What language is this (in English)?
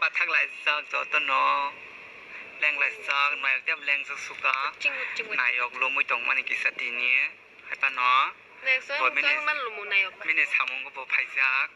Kok Borok